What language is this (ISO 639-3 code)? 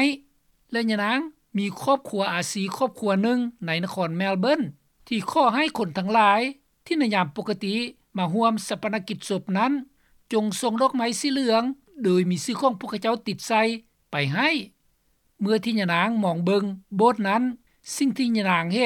lao